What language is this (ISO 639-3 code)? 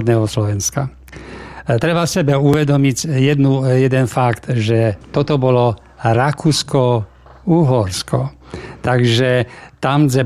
slk